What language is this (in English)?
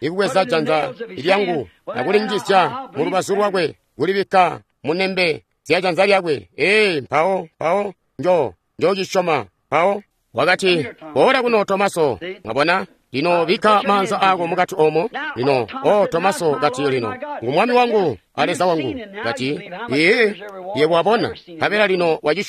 Tonga (Zambia)